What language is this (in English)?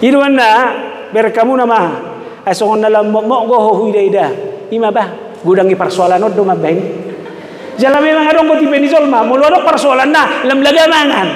Batak Toba